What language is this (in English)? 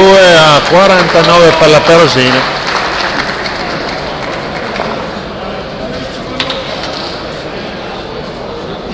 Italian